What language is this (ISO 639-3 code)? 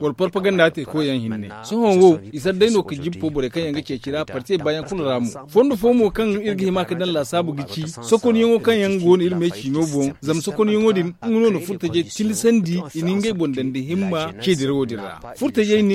dje